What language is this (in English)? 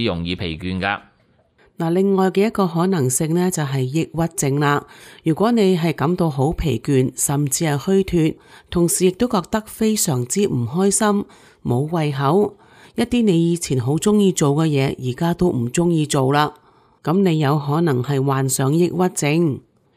Cantonese